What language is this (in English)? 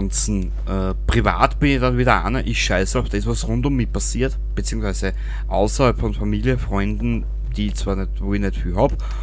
Bavarian